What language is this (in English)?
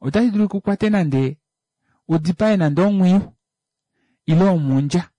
Kuanyama